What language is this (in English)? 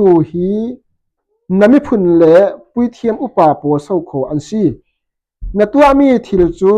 Falam Chin